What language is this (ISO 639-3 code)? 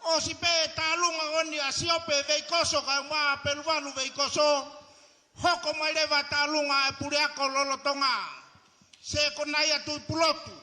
ton